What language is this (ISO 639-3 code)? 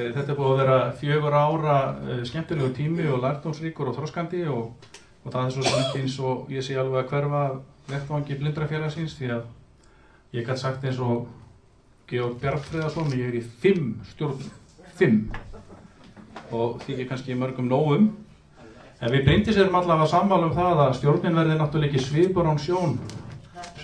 isl